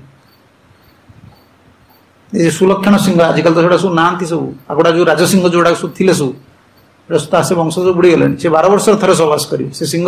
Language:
Odia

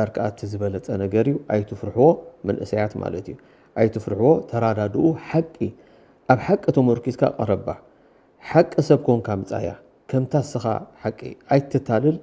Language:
Tigrinya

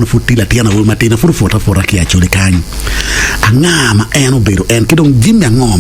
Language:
Acoli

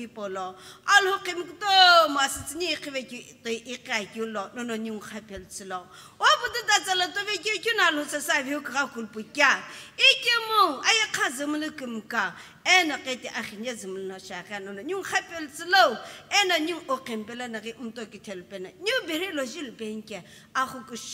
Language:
Sumi Naga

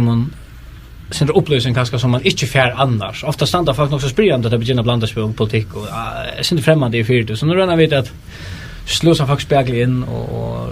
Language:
Faroese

